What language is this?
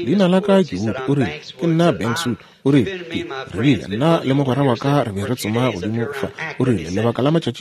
Northern Sotho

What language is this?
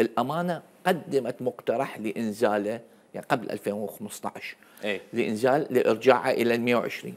Mesopotamian Arabic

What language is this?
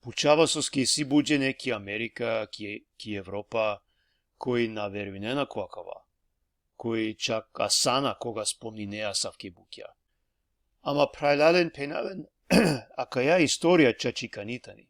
Balkan Romani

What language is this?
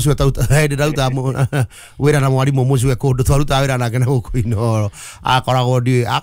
Kikuyu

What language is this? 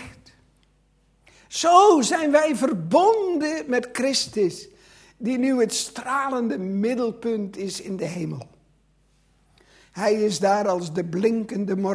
Dutch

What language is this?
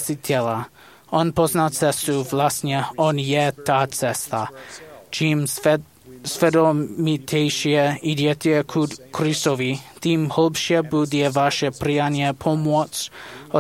Slovak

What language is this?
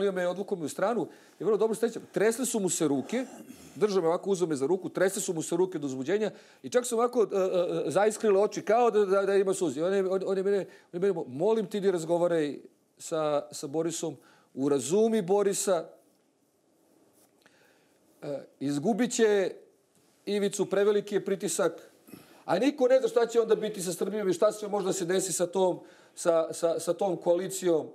Serbian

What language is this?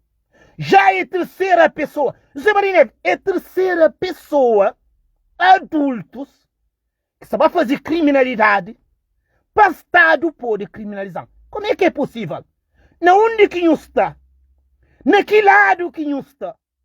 Kabuverdianu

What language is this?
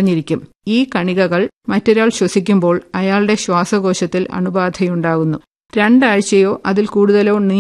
Malayalam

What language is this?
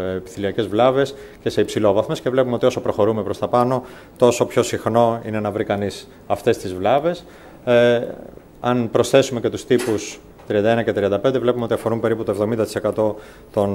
Greek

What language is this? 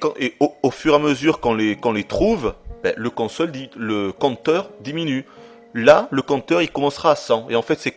French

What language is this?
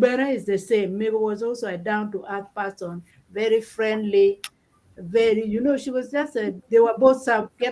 Acoli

